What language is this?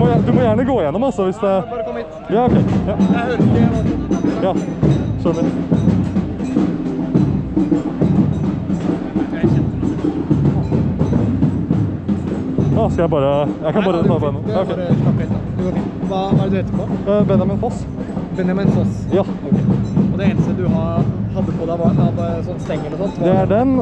Norwegian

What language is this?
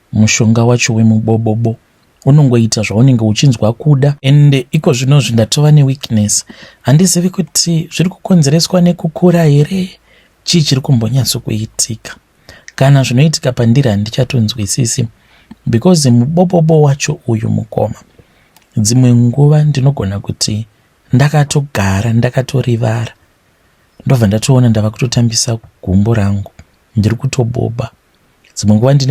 Shona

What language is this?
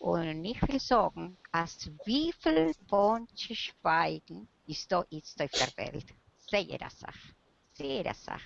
Yiddish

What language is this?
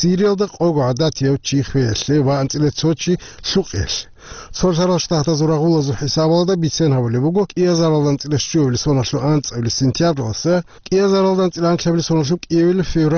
Avaric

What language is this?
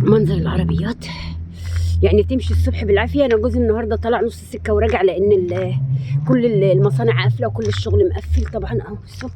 Egyptian Arabic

